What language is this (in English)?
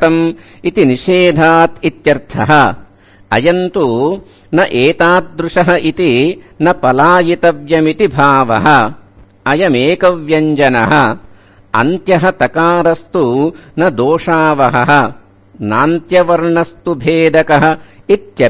Sanskrit